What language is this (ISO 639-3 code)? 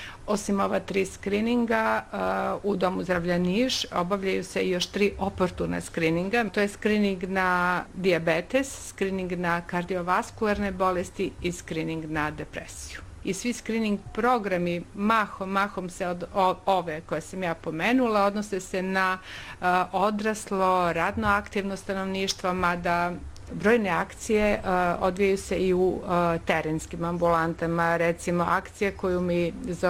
srp